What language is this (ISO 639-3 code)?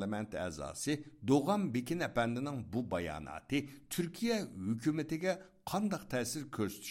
uig